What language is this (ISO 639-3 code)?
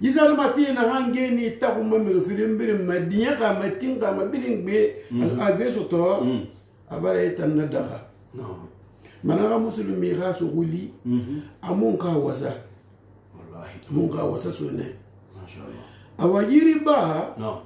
sus